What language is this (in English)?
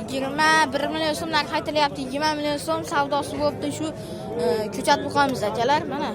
Uzbek